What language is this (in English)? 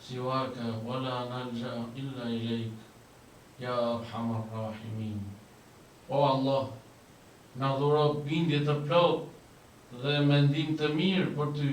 Albanian